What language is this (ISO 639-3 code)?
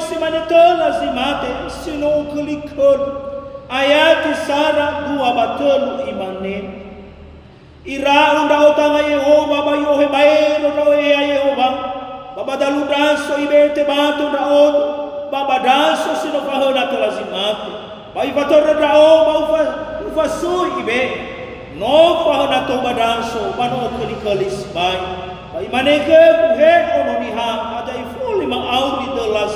nia